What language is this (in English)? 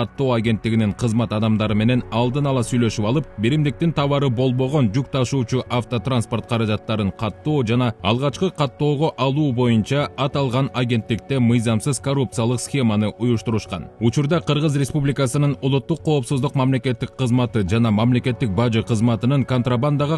Kyrgyz